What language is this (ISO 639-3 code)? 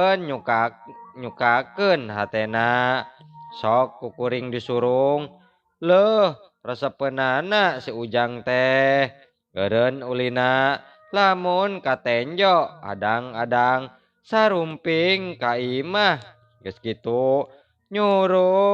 sun